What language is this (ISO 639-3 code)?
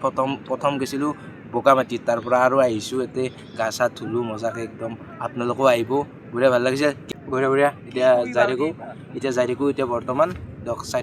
asm